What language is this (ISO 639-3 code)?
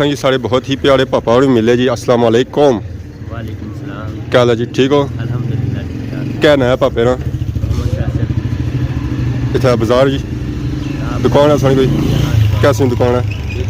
phr